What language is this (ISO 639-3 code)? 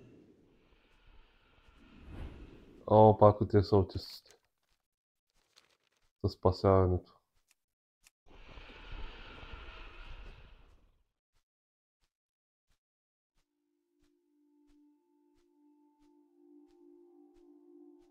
bul